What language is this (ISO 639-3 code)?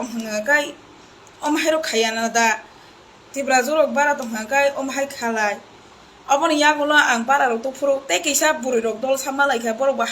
trp